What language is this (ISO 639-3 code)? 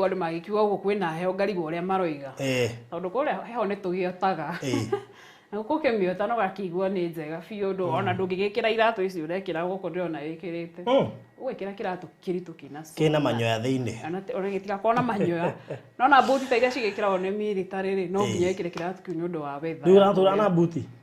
kik